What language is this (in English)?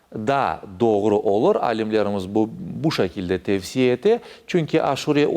Crimean Tatar